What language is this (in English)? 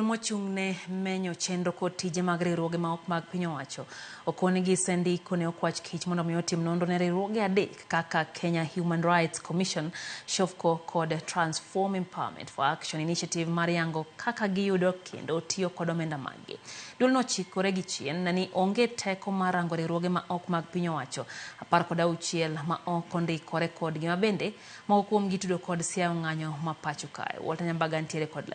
Luo (Kenya and Tanzania)